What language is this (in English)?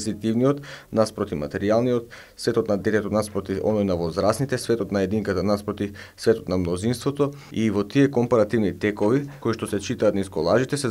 Macedonian